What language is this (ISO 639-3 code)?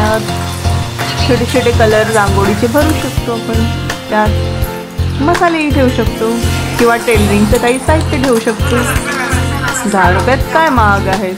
mar